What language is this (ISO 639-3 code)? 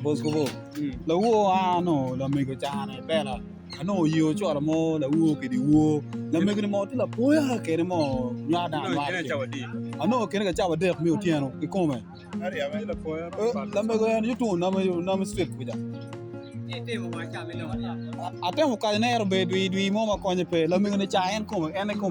ach